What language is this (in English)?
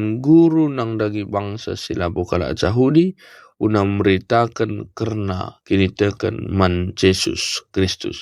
Batak Karo